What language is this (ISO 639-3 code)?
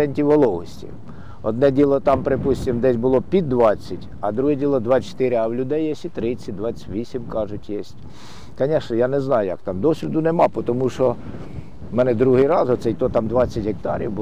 ukr